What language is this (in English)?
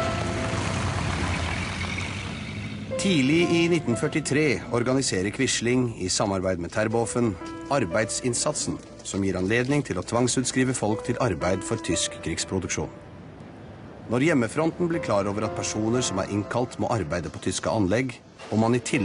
Norwegian